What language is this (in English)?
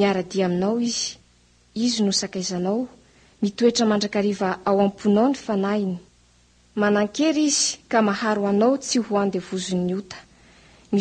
Malagasy